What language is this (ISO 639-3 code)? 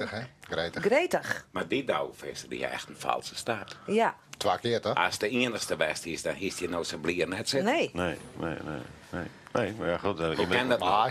fry